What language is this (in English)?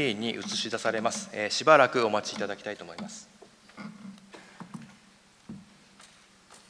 Japanese